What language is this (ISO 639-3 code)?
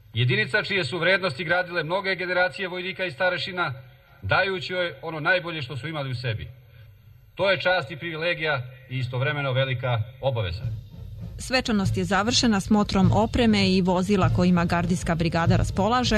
srp